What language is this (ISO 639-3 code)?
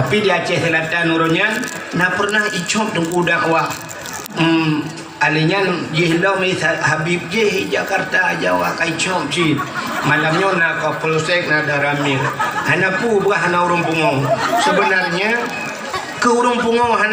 ace